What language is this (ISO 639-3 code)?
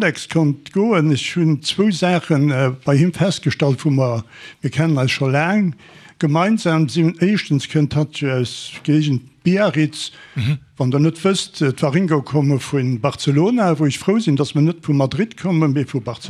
ltz